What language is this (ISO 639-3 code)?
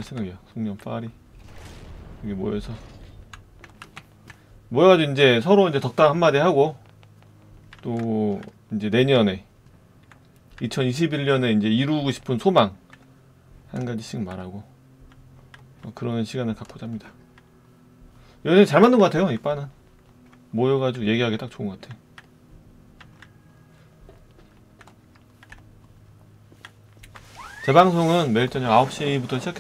kor